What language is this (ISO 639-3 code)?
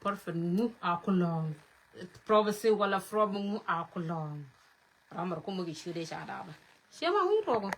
nus